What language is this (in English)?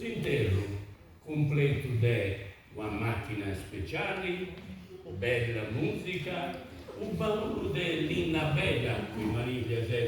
Sardinian